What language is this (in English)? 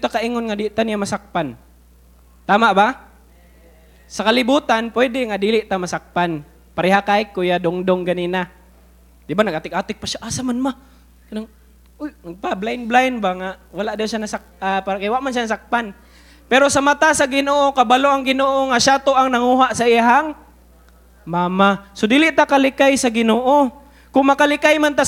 Cebuano